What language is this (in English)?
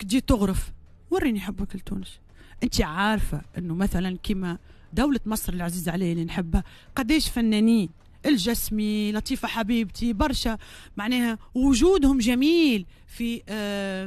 Tunisian Arabic